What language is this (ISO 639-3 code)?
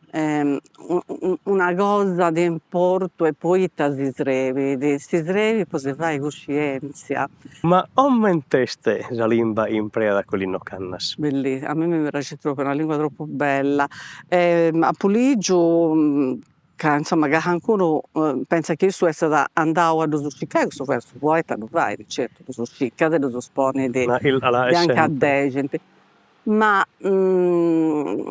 srd